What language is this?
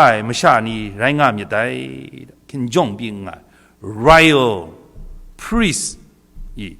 Kachin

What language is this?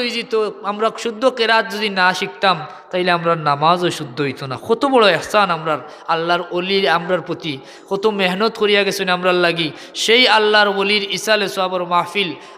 Sylheti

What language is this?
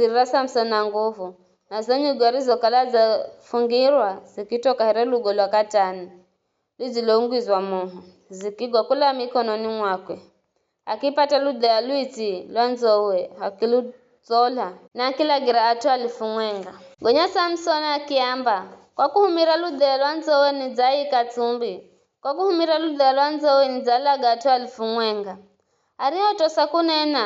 Giryama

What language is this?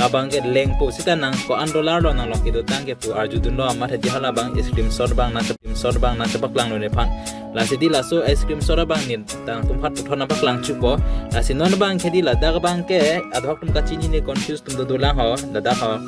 Karbi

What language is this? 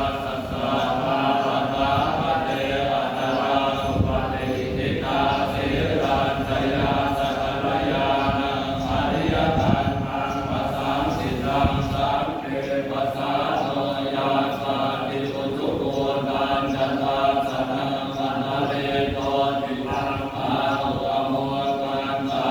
Pali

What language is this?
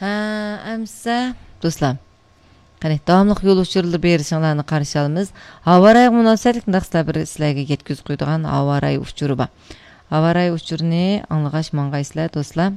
Uyghur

